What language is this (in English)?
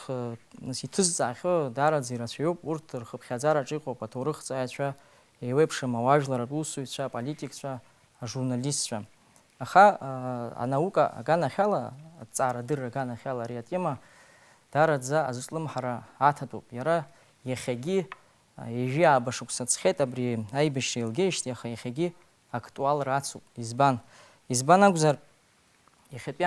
Abkhazian